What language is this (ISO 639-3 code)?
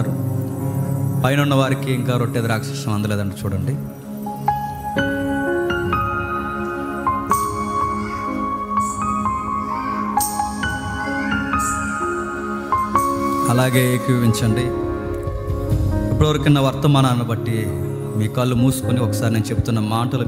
tel